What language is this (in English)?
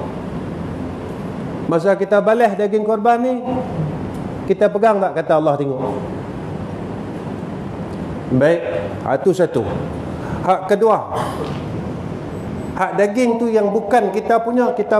Malay